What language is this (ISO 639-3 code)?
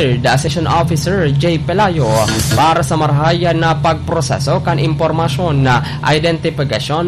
bik